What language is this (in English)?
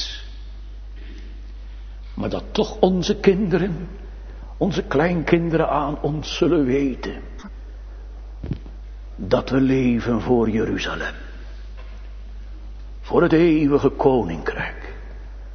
Dutch